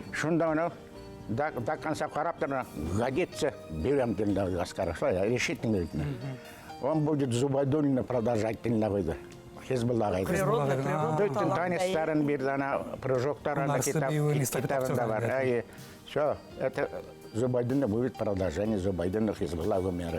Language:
Bashkir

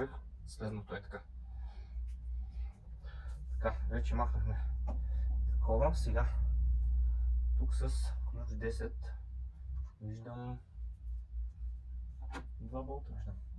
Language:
Bulgarian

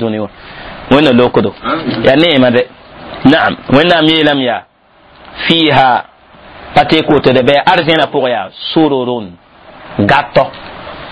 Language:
Mossi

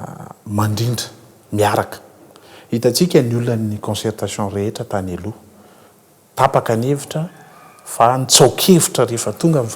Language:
Malagasy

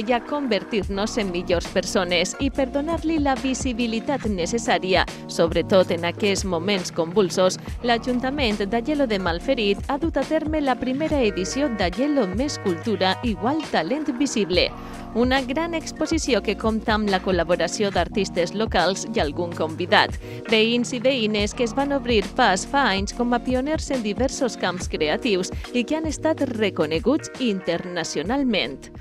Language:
Catalan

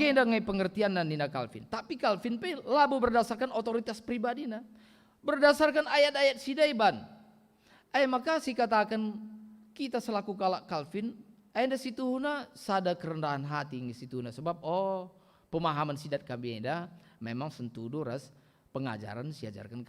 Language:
Batak Karo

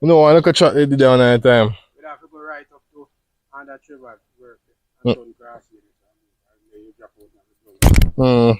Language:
Jamaican Creole English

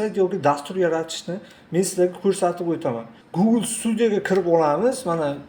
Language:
Uzbek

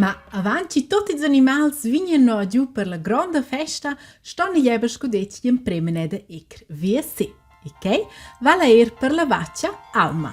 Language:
Romansh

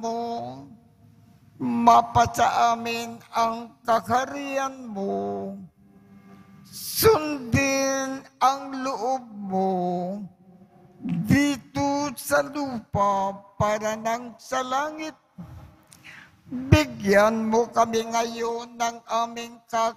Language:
Filipino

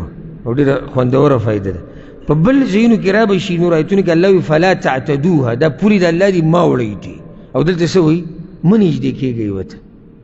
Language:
Pashto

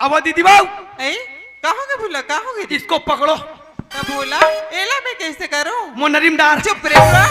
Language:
Chhattisgarhi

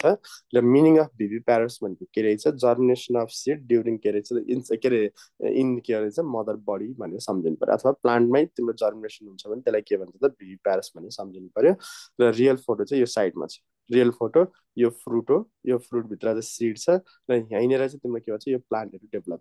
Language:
Nepali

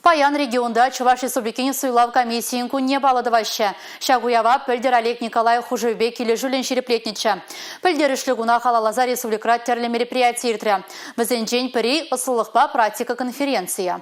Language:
Chuvash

